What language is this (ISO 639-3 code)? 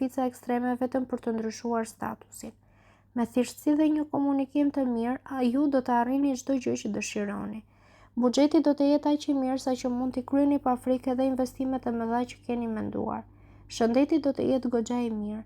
sqi